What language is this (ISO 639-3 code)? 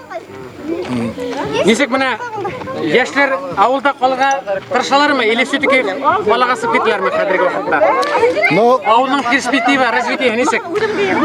bak